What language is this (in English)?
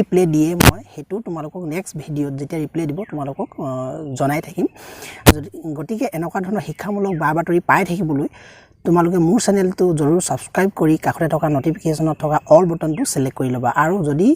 Assamese